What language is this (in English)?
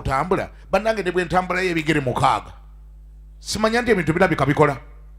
Ganda